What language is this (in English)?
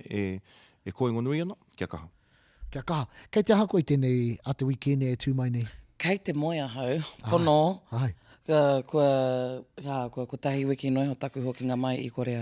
Māori